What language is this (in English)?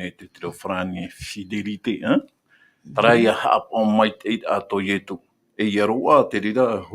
Tahitian